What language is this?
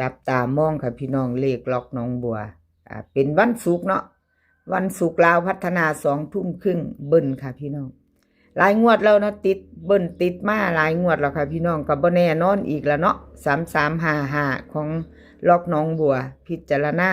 Northeastern Thai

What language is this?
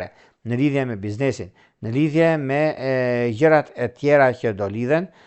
Albanian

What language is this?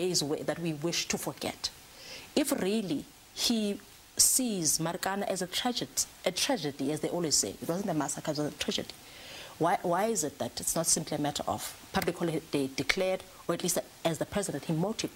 English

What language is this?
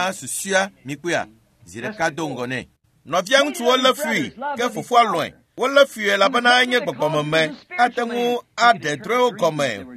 Ewe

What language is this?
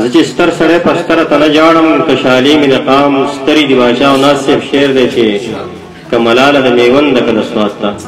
Pashto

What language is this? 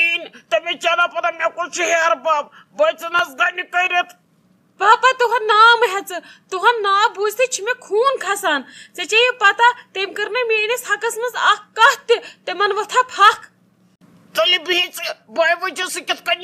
Kashmiri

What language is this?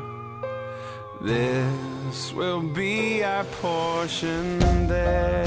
Estonian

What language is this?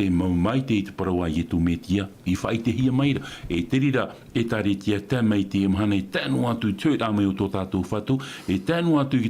Tahitian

